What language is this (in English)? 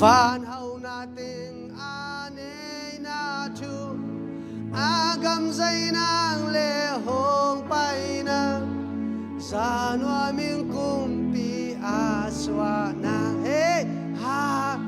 Tedim Chin